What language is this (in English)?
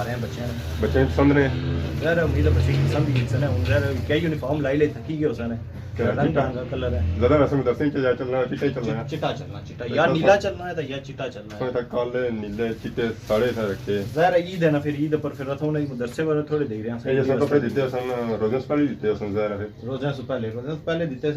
Pahari-Potwari